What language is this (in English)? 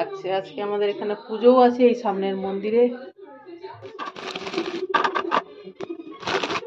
Bangla